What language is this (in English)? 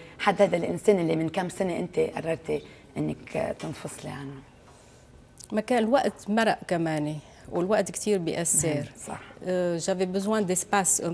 North Levantine Arabic